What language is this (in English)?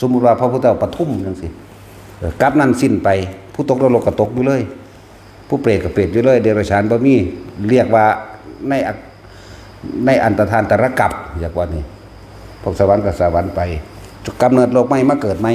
Northeastern Thai